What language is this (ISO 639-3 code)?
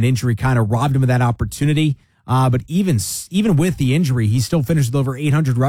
eng